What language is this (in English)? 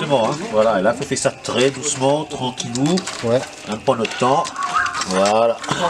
Réunion Creole French